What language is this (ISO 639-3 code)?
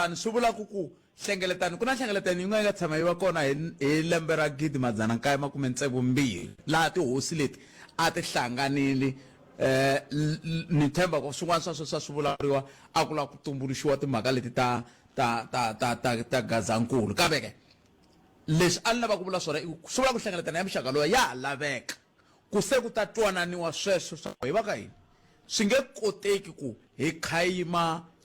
tso